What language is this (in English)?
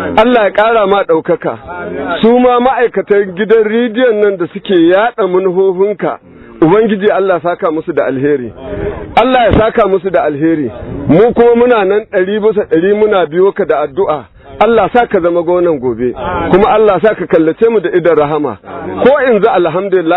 Hausa